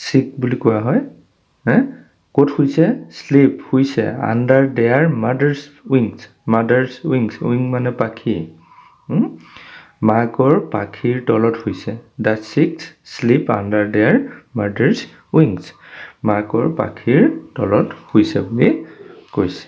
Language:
Assamese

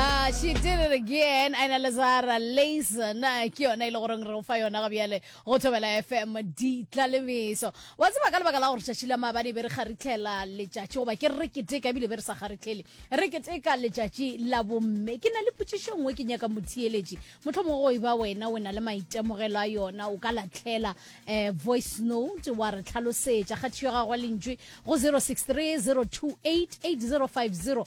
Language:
Northern Sotho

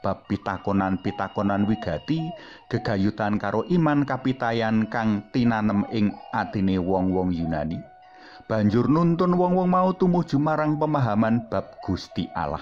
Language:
Javanese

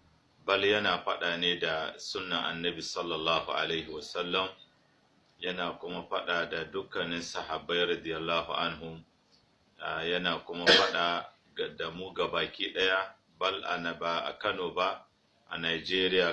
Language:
Hausa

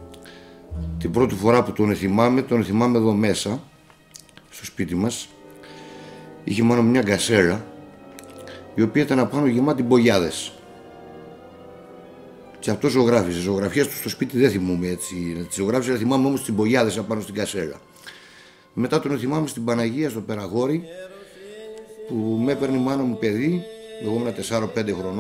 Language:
Greek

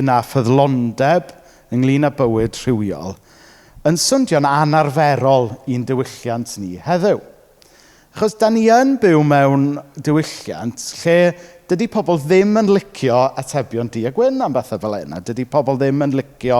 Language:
Welsh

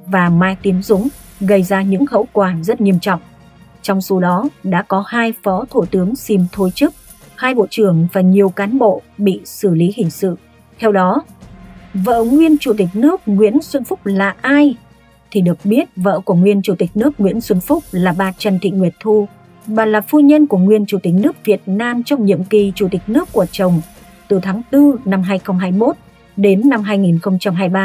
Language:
Vietnamese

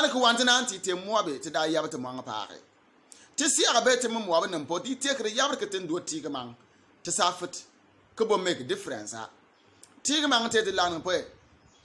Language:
Bimoba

